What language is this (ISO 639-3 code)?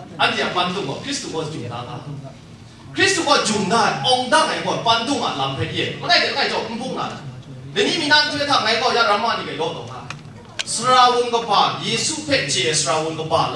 kac